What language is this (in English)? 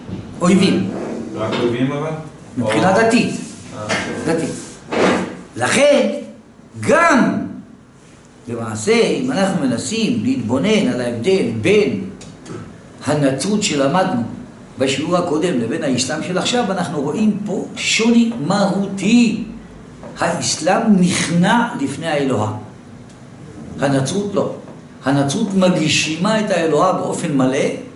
Hebrew